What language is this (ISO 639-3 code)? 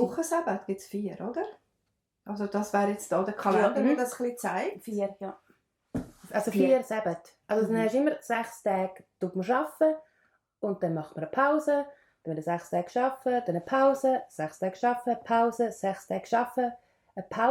gsw